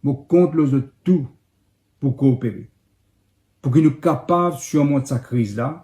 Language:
Morisyen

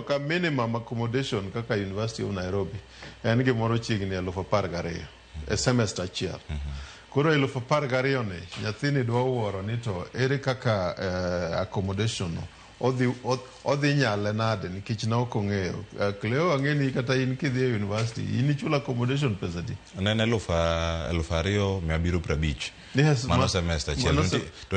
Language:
Luo (Kenya and Tanzania)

